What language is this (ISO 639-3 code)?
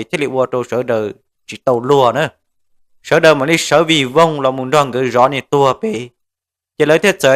hmn